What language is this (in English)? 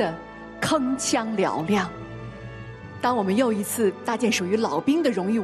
Chinese